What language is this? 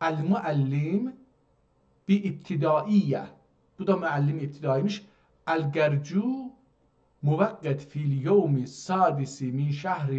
South Azerbaijani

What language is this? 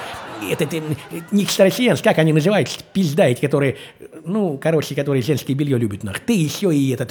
Russian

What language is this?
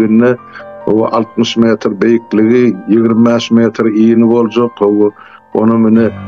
Turkmen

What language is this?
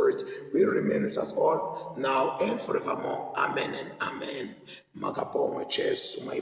Zulu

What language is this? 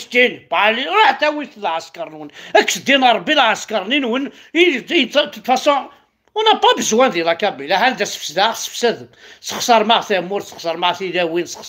Kabyle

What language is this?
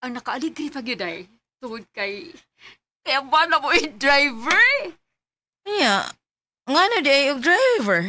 Cebuano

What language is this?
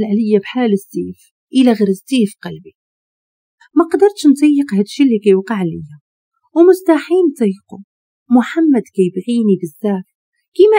Moroccan Arabic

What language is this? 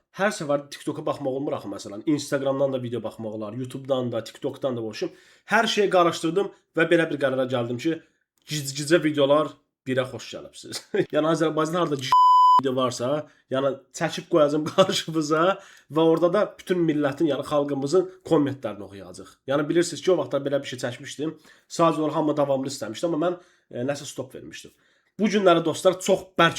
Azerbaijani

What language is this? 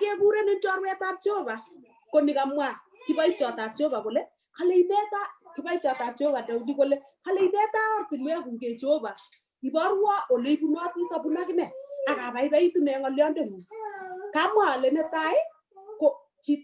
Kalenjin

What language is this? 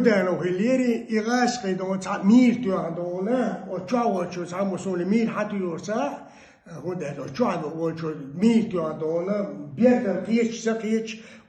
Chechen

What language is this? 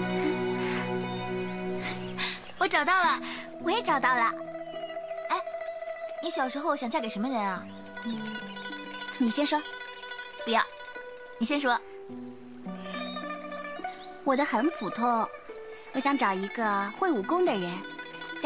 Chinese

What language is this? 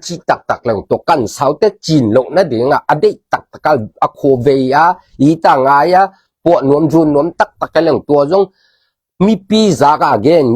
Tedim Chin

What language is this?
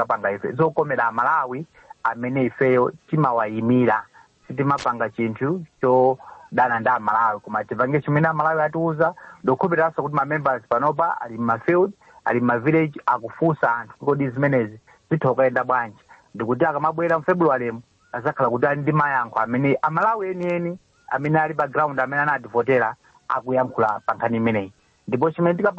Nyanja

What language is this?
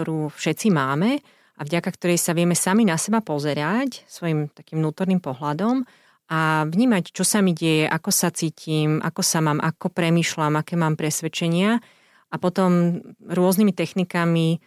Slovak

